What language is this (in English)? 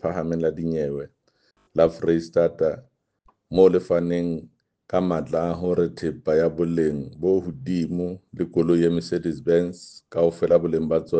Southern Sotho